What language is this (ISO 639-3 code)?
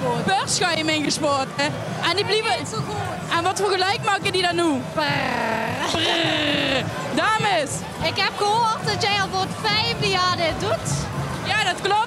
lim